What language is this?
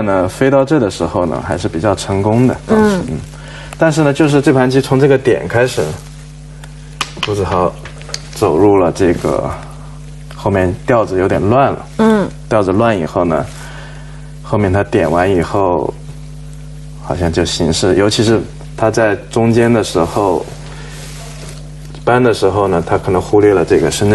Chinese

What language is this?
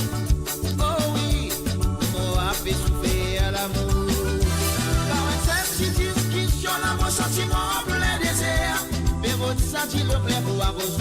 Morisyen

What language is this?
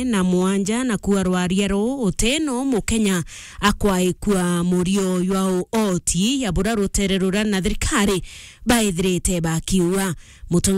Meru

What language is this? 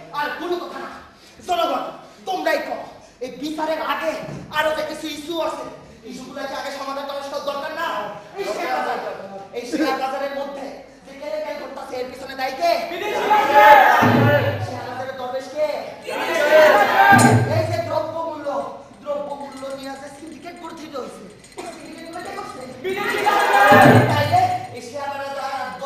Bangla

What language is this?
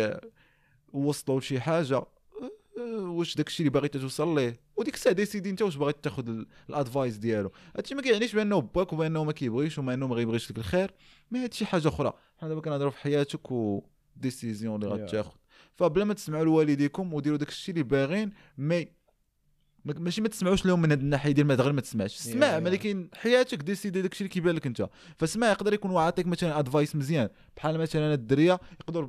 Moroccan Arabic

